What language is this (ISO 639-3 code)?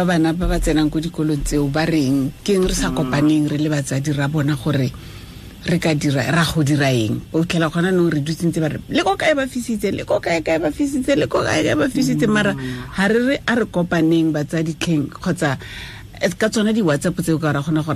tsn